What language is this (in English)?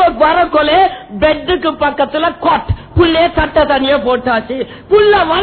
Tamil